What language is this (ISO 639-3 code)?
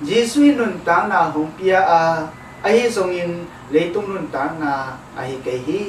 ctd